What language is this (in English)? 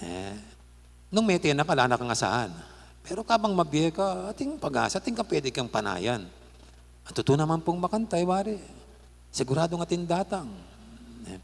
Pampanga